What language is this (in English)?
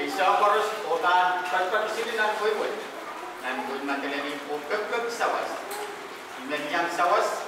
Pohnpeian